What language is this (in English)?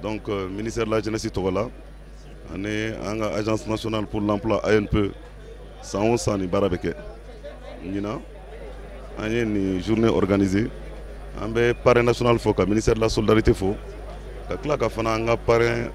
Bambara